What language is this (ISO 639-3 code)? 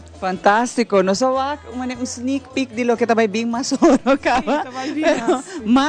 pap